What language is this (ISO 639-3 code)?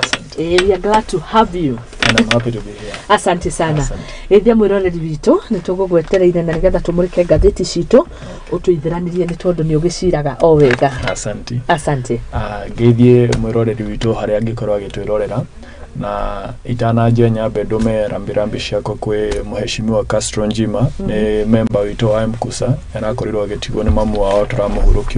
kik